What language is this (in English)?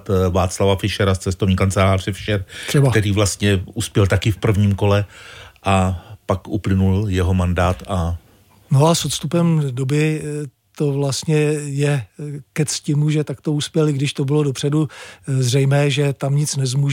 Czech